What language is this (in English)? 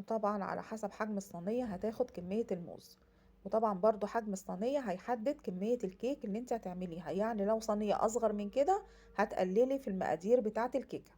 Egyptian Arabic